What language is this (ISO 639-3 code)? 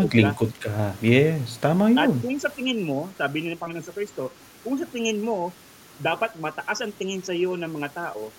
fil